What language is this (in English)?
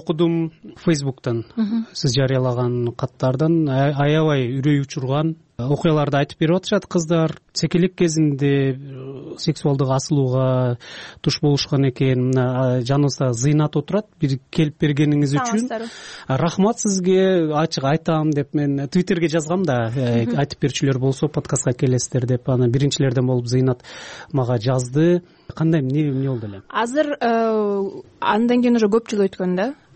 Kyrgyz